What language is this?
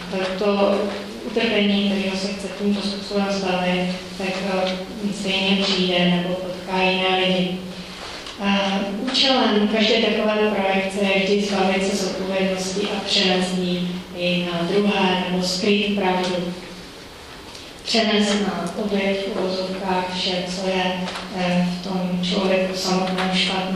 Czech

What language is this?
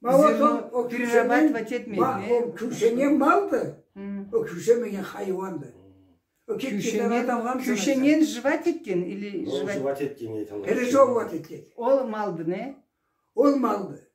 Karachay-Balkar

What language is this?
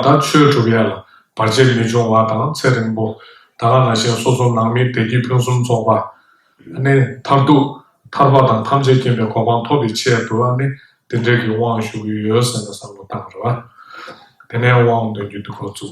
Tibetan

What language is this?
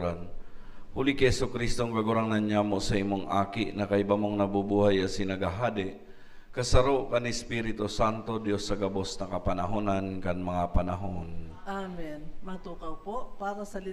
Bikol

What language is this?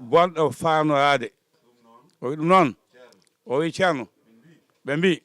Fula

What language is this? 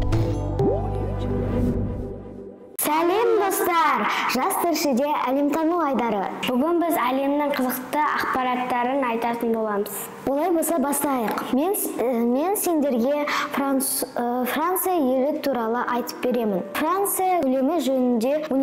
Kazakh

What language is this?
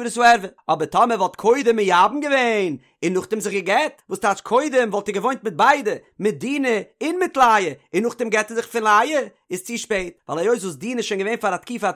Yiddish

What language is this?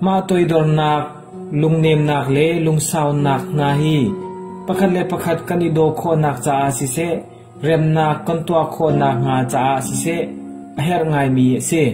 Hakha Chin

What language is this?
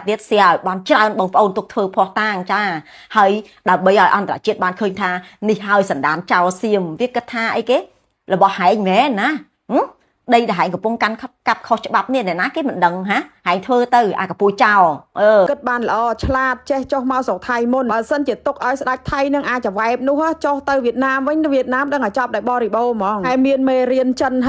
Khmer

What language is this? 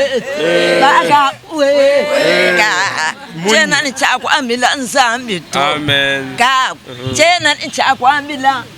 Luba-Lulua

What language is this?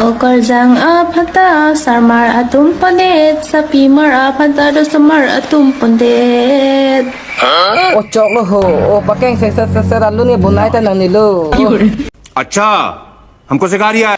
Karbi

